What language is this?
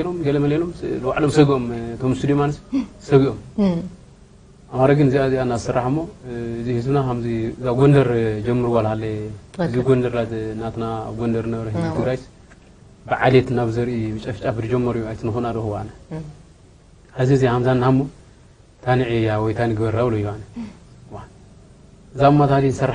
Tigrinya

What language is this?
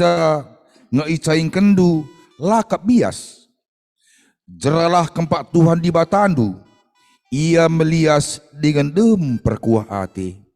Batak Karo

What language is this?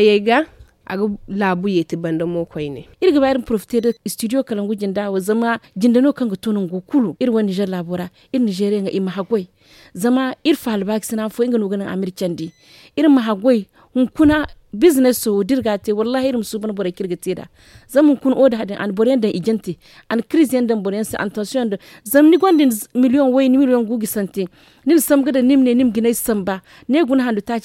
Zarma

